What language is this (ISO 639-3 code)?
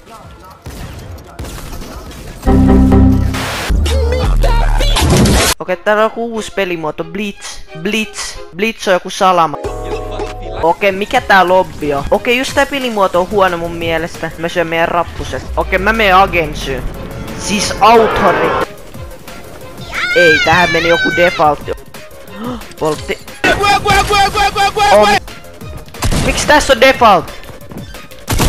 fin